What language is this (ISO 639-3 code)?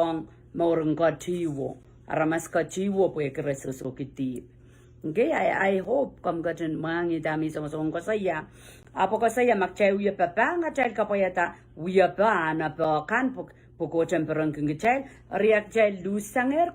pon